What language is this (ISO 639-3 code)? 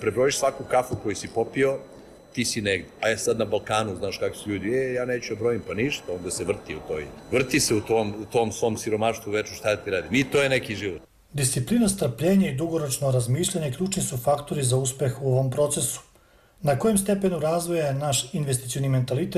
srp